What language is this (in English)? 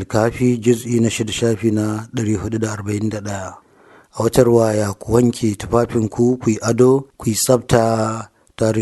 Hausa